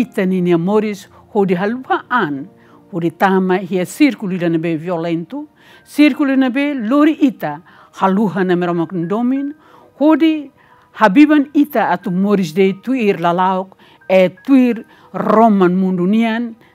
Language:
Tetum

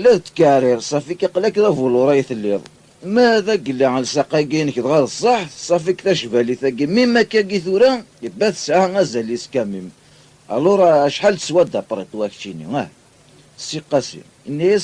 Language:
Kabyle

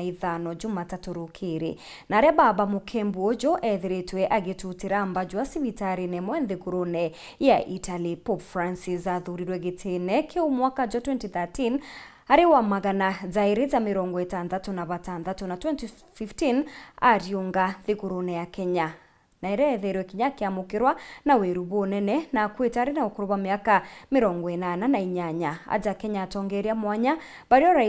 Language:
Meru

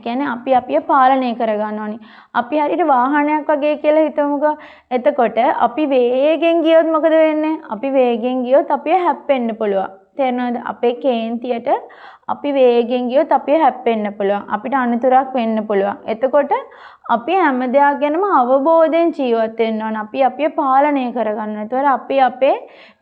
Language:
Sinhala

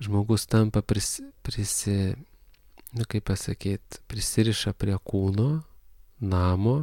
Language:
Lithuanian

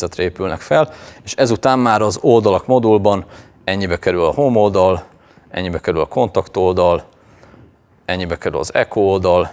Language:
Hungarian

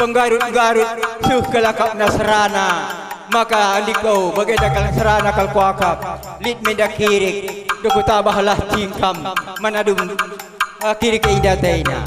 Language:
Batak Karo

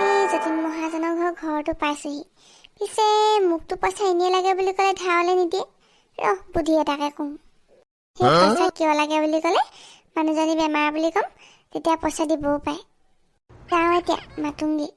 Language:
Assamese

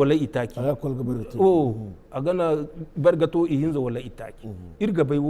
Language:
Zarma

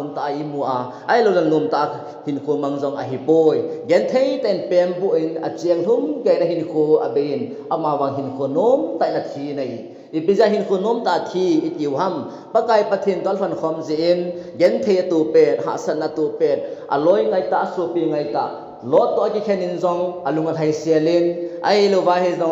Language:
Thado Chin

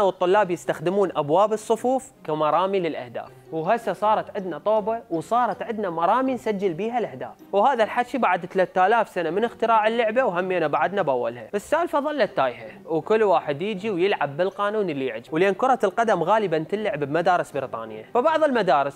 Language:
Mesopotamian Arabic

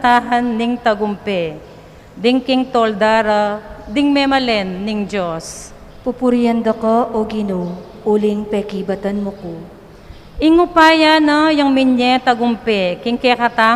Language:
Pampanga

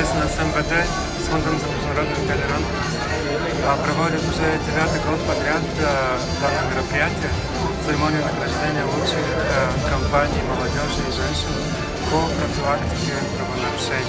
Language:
Russian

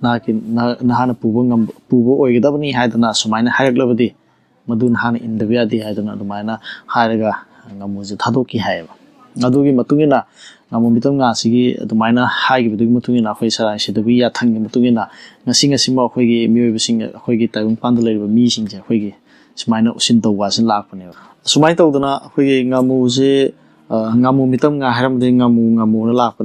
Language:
Manipuri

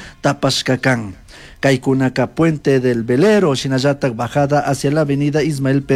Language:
Chimborazo Highland Quichua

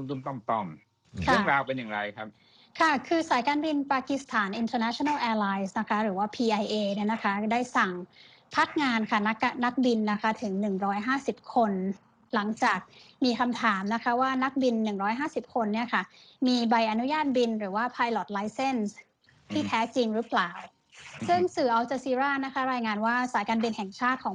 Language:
Thai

